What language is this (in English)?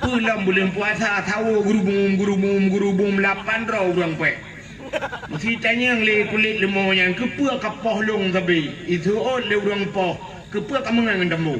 Achinese